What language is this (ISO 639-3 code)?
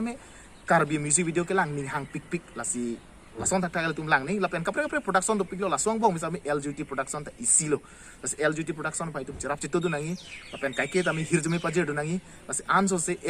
mjw